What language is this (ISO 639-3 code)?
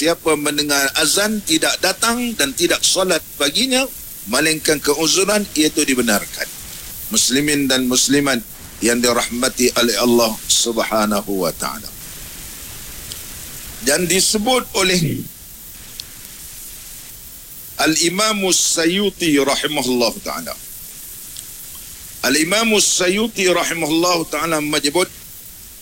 msa